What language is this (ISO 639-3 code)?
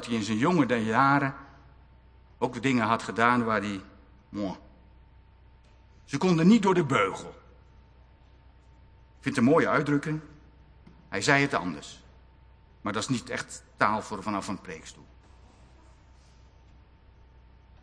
nld